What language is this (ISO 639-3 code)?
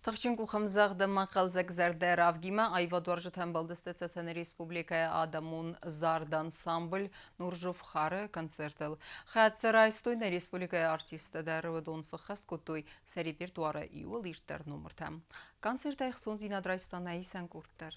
oss